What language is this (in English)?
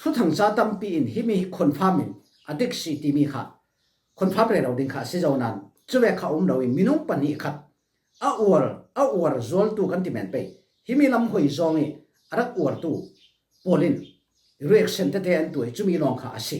Falam Chin